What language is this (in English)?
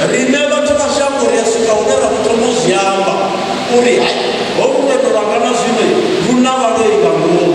Venda